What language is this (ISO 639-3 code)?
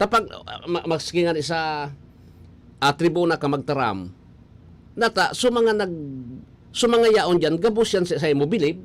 bik